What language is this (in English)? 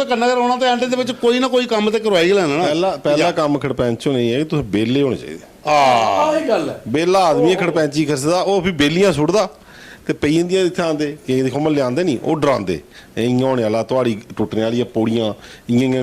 Dogri